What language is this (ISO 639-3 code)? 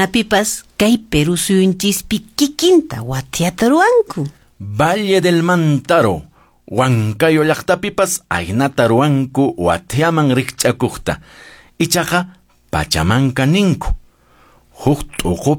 que